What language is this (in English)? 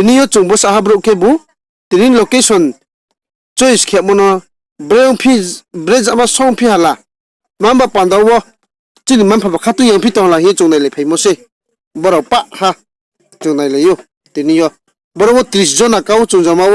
Riang (India)